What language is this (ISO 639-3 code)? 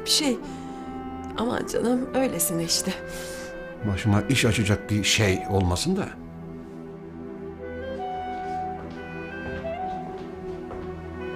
tur